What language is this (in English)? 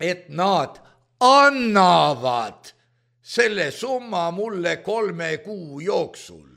Estonian